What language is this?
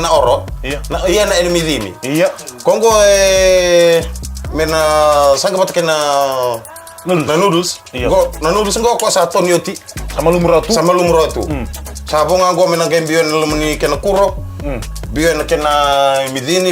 Fijian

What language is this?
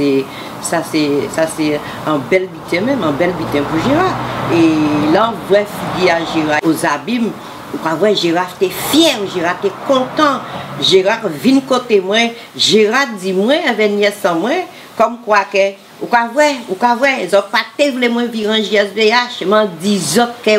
Guadeloupean Creole French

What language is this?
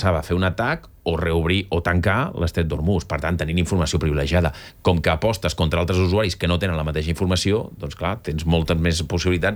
Catalan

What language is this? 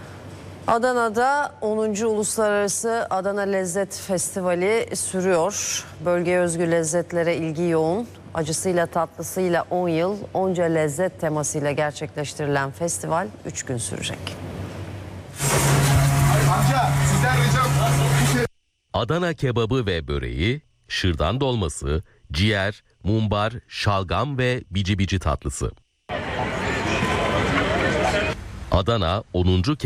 Turkish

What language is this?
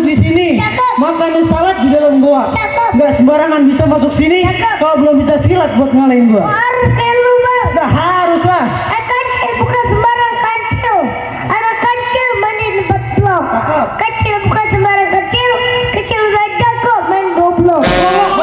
Betawi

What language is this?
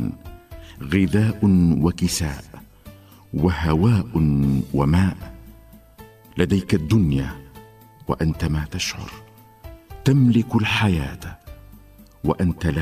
Arabic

